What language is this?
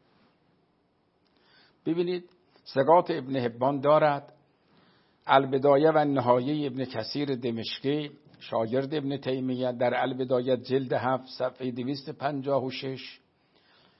Persian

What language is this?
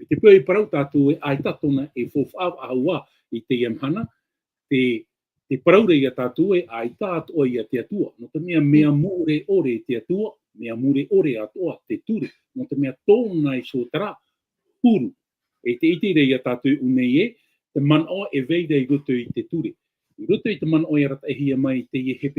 Tahitian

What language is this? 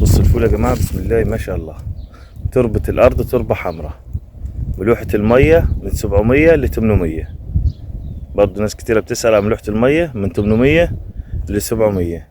Egyptian Arabic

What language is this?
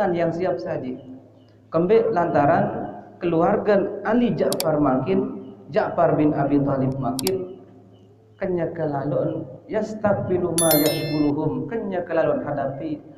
Sasak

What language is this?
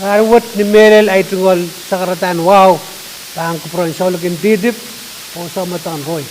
Pohnpeian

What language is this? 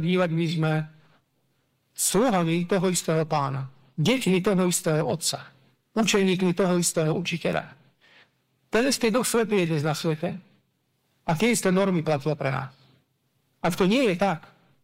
Slovak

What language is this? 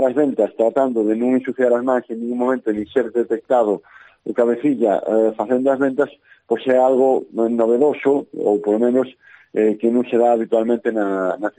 Galician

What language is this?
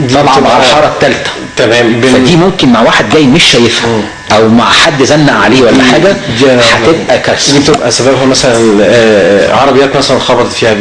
Egyptian Arabic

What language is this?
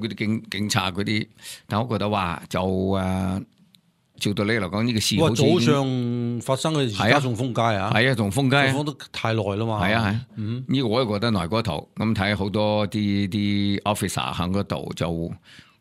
Cantonese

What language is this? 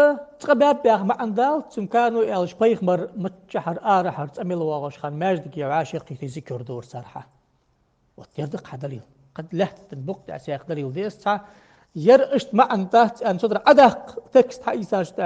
Ingush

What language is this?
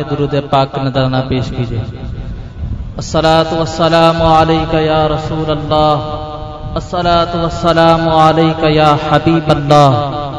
Urdu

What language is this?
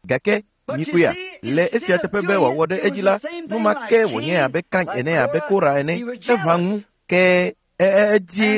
Ewe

